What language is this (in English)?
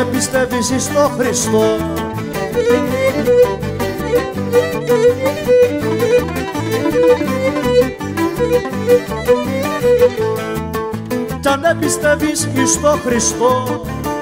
Greek